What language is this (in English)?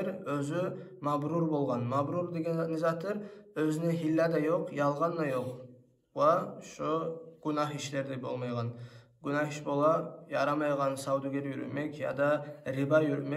Kumyk